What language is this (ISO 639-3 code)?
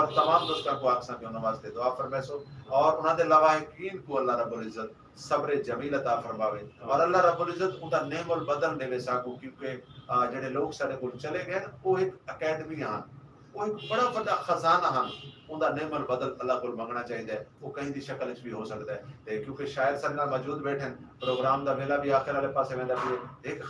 skr